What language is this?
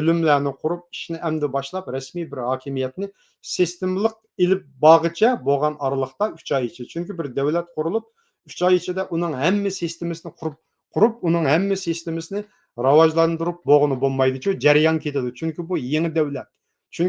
Uyghur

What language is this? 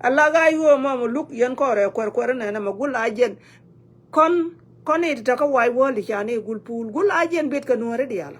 Nuer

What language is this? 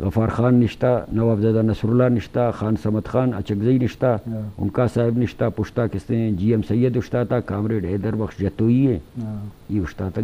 Eastern Balochi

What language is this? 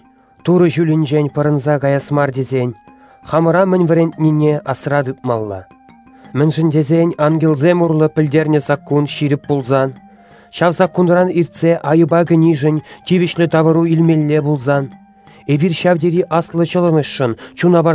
Chuvash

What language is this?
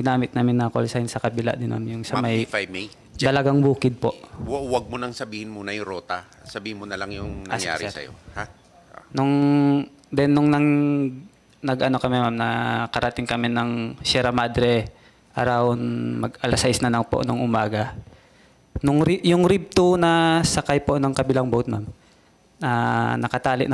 Filipino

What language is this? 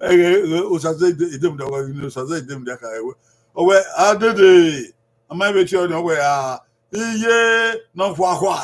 Bini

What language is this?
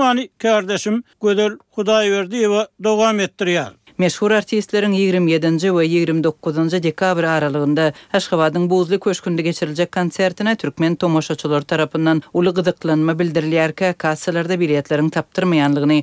Turkmen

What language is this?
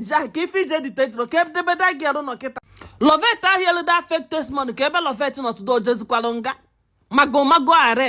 Igbo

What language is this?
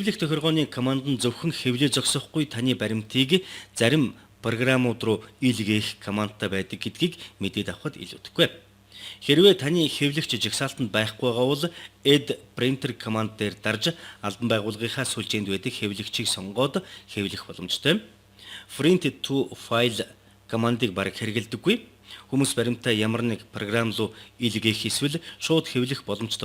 Mongolian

